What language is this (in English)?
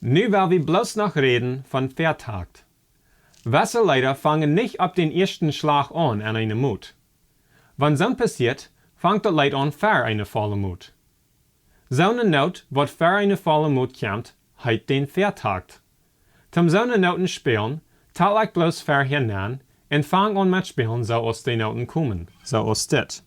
Plautdietsch